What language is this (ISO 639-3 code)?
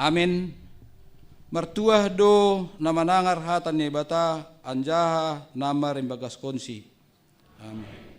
bts